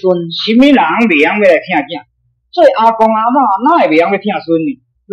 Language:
Min Nan Chinese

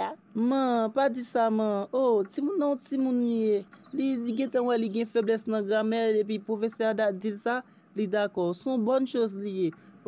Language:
Haitian Creole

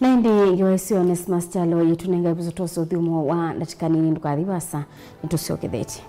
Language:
Kamba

